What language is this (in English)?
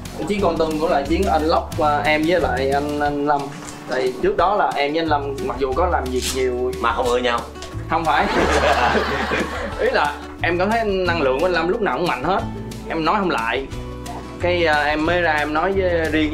Vietnamese